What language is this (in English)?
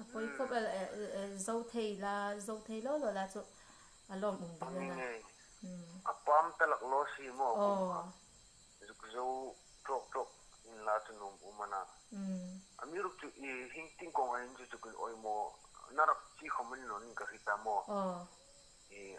Hmar